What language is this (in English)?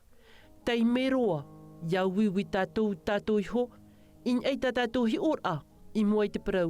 Tahitian